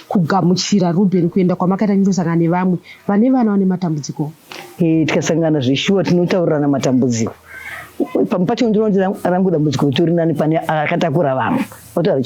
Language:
Shona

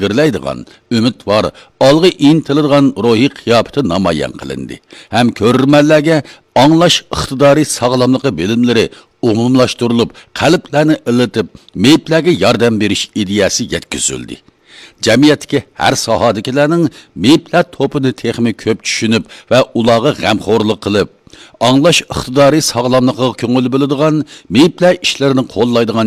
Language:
Uyghur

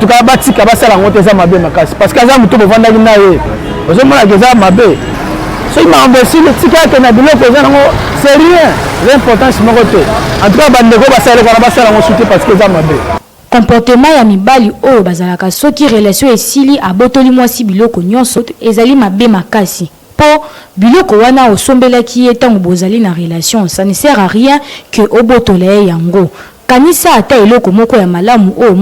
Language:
Lingala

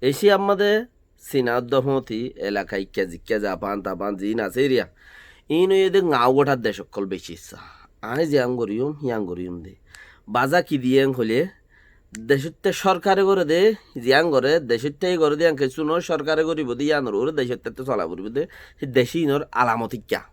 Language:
Rohingya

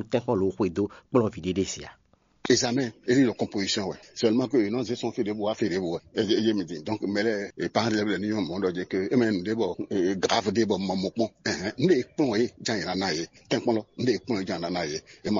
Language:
Fon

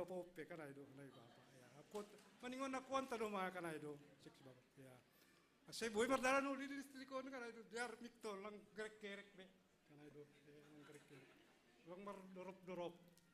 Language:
Batak Simalungun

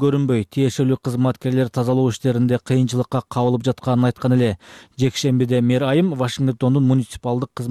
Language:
Kyrgyz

